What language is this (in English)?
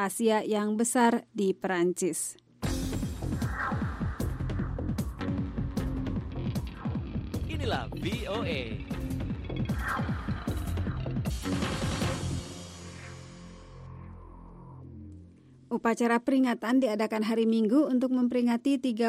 Indonesian